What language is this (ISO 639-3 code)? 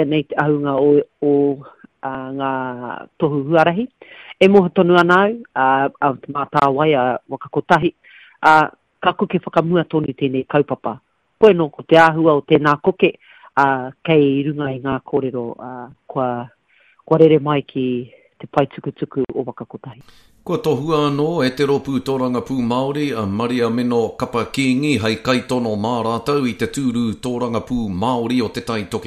mri